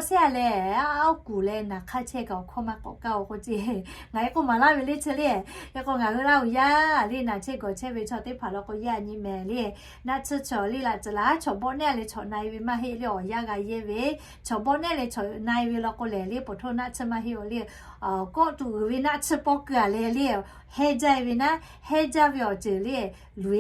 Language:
Lahu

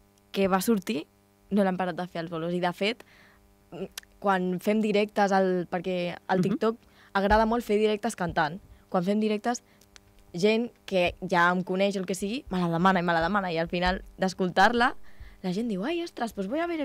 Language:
Catalan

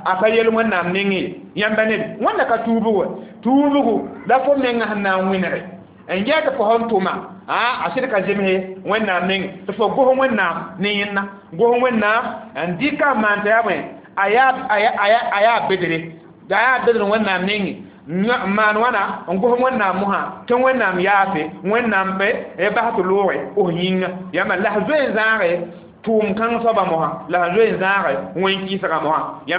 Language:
Mossi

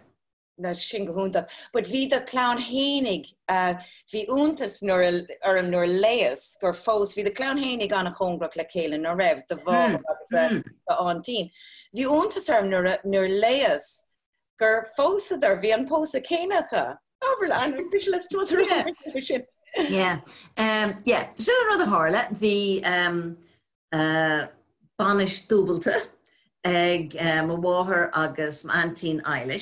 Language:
Irish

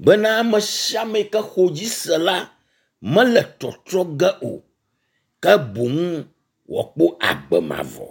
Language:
Ewe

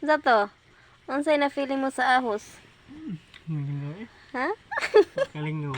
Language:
Cebuano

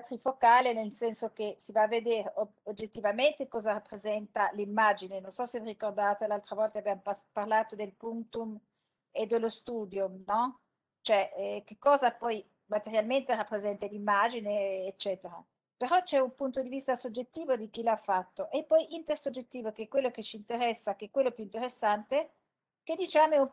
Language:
Italian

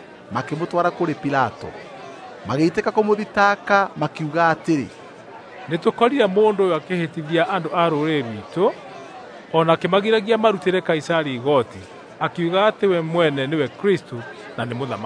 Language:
Kikuyu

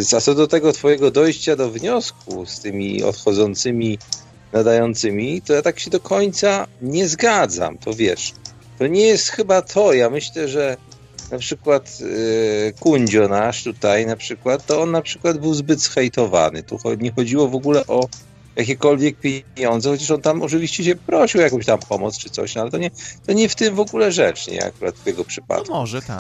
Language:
Polish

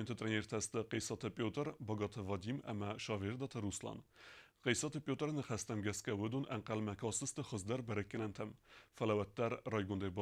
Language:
Ossetic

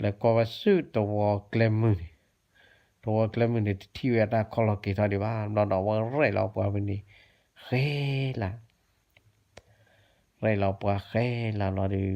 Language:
S'gaw Karen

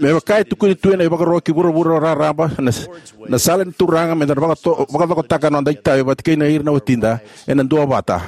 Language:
Fijian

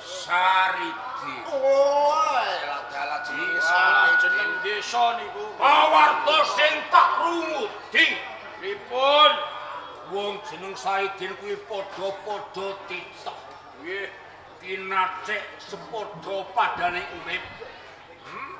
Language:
Javanese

